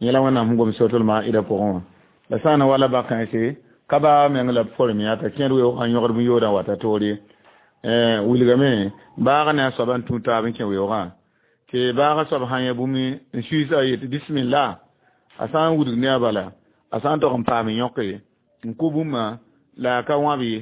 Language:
Mossi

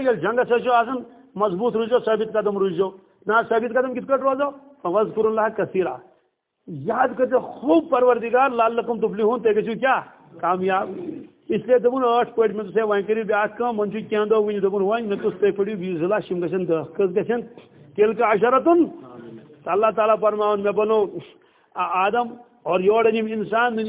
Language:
Kashmiri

